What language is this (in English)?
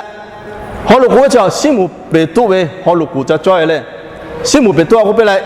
Lahu